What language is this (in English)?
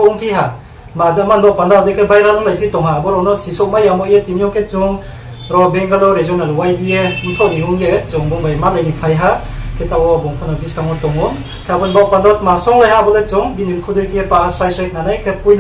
Riang (India)